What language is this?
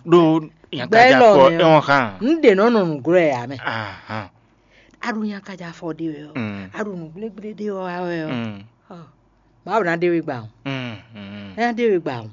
Fon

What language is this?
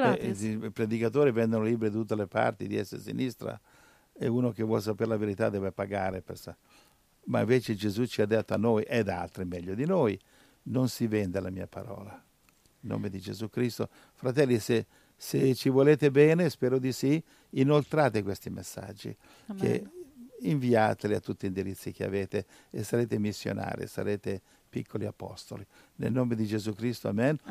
Italian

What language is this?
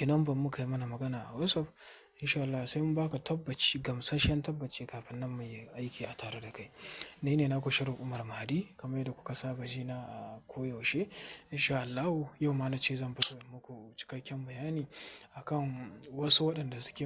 Hausa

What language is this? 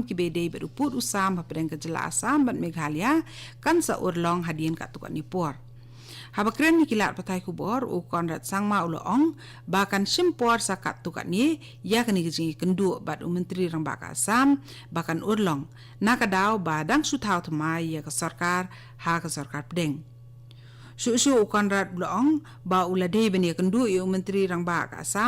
Khasi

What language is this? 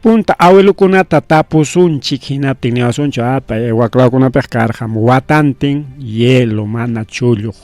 Ayacucho Quechua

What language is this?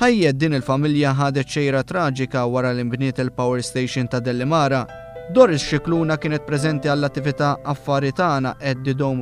Maltese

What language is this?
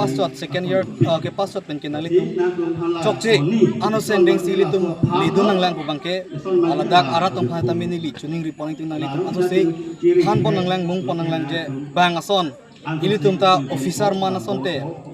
Karbi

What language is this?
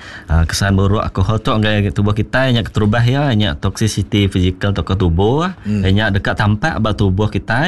Iban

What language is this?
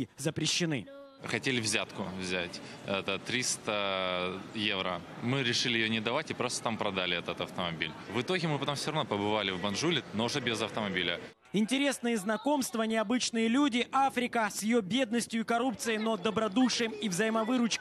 Russian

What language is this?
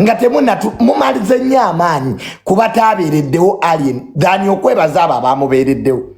Ganda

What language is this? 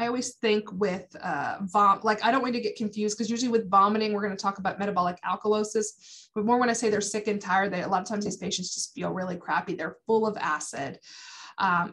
English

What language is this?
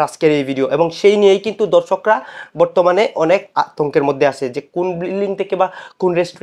Bangla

